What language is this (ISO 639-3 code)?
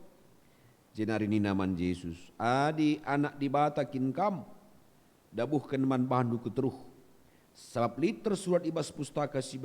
btx